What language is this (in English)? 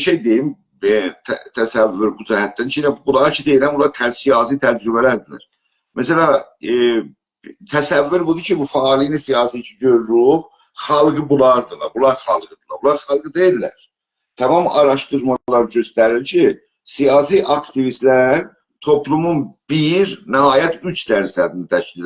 South Azerbaijani